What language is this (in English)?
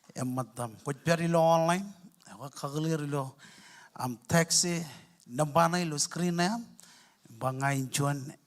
Marshallese